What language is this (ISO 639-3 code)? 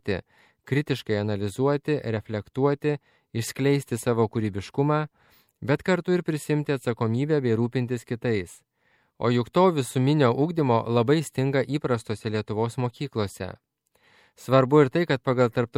lit